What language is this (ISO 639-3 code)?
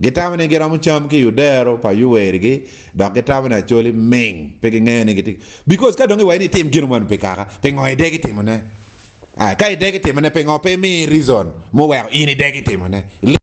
ach